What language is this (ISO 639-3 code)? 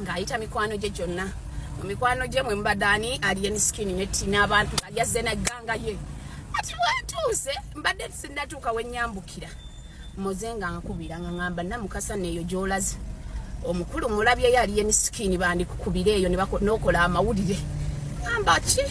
lug